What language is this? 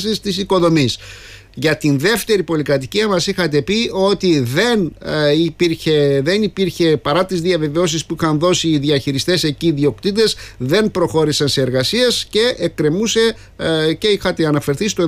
Greek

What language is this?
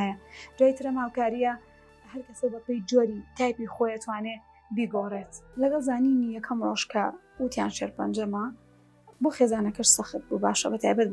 Central Kurdish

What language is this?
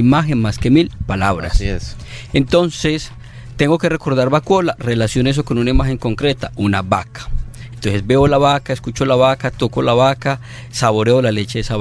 Spanish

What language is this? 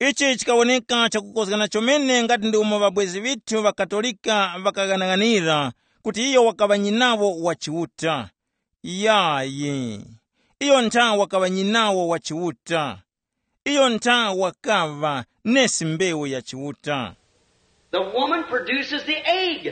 Tumbuka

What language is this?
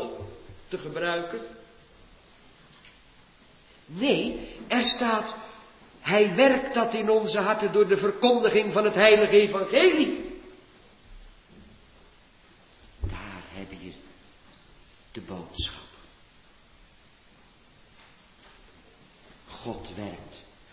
Dutch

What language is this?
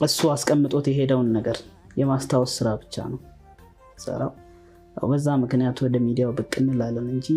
Amharic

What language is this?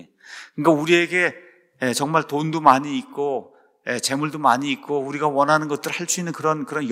Korean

